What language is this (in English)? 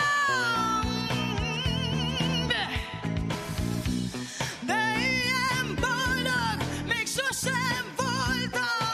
Hungarian